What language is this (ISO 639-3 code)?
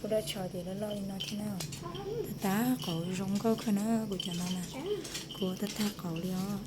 hmn